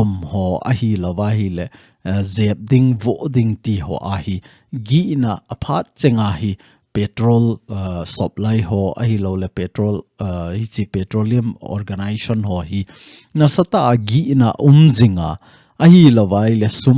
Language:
Thado Chin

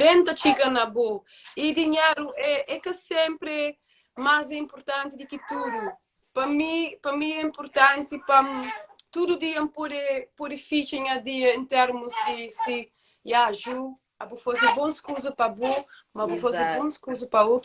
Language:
Kabuverdianu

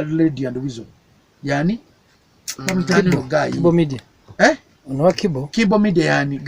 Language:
Ganda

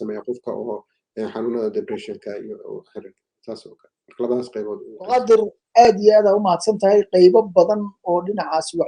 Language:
Somali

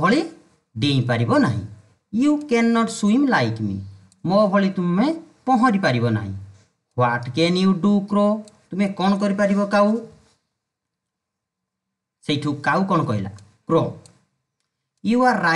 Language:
Odia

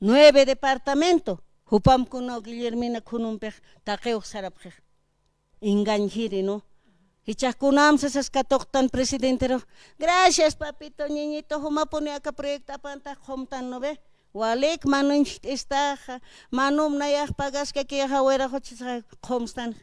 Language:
Aymara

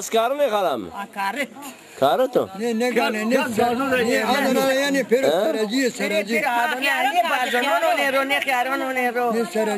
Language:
Zaza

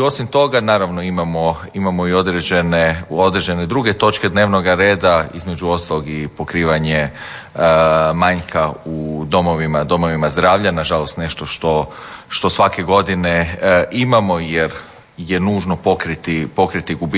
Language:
Croatian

